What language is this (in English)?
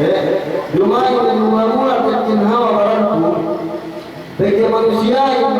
Yakan